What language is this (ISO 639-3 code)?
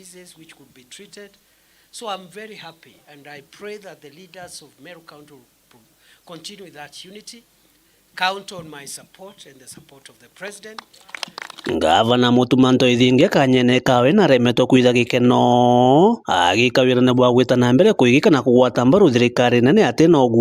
mer